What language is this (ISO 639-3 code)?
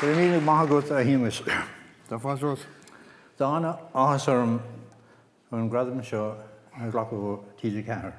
gle